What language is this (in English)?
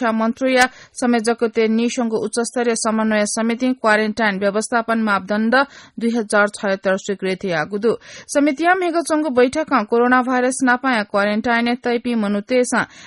Newari